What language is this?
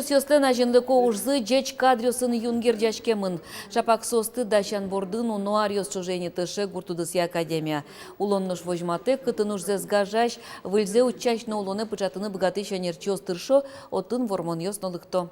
Udmurt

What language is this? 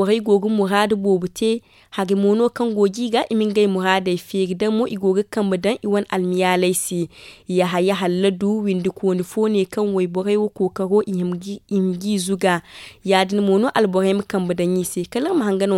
Zarma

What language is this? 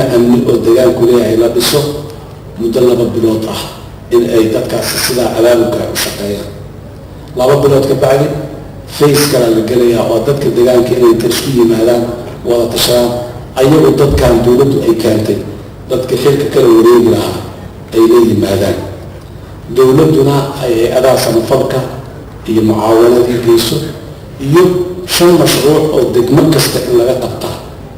Somali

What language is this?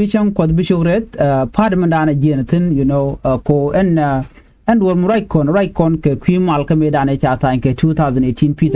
Nuer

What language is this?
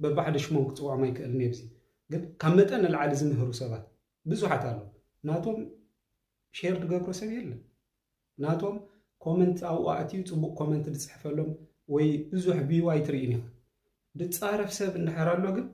Tigrinya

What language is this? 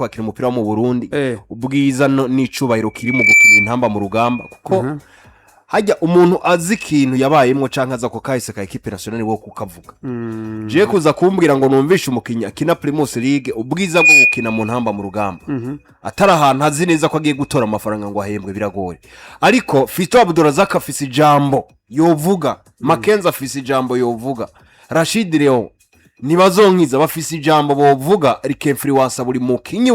Rundi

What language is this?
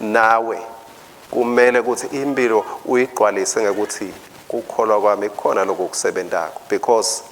Swati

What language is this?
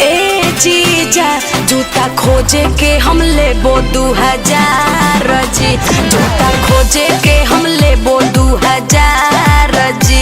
Magahi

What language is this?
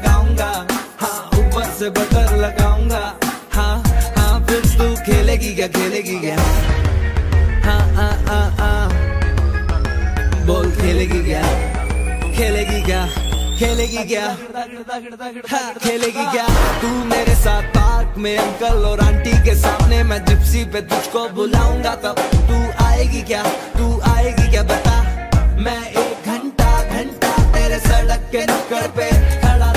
Hindi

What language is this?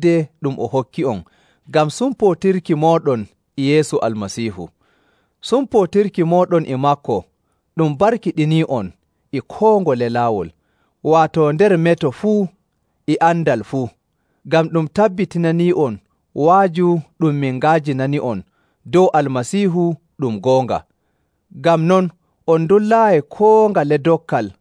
Nigerian Fulfulde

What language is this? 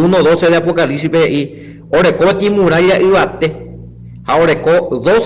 Guarani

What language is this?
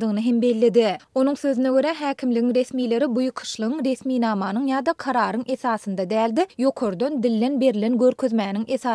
Turkmen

